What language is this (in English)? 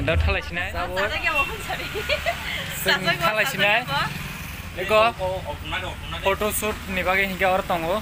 Kok Borok